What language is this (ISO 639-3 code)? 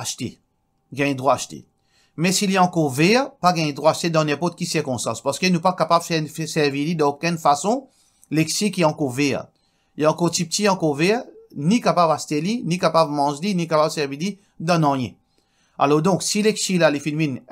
mfe